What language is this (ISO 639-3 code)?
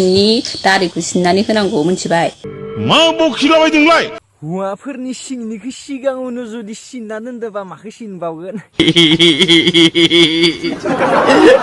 brx